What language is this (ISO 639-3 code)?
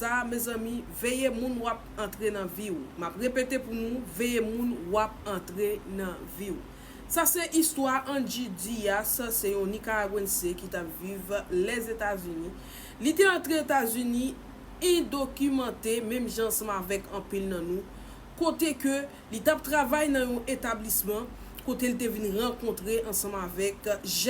hat